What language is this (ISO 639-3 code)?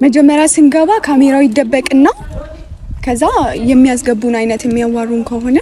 amh